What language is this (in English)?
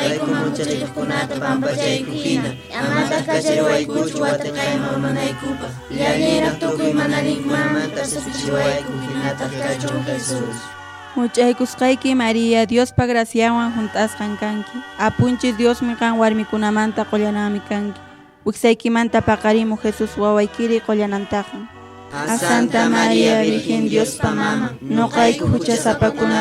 Quechua